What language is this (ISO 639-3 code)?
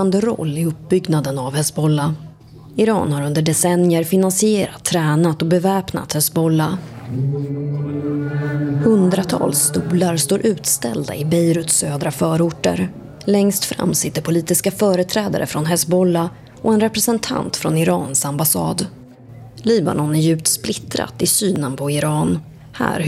swe